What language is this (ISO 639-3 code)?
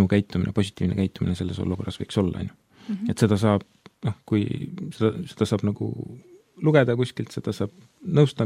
est